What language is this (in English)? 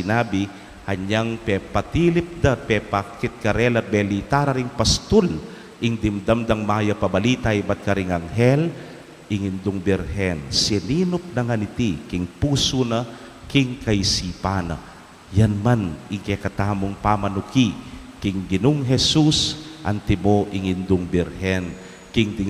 Pampanga